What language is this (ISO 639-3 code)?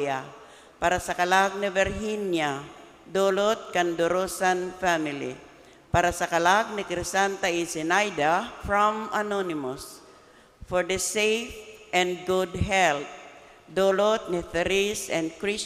bik